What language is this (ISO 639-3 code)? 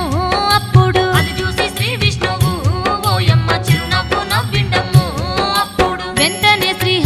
tel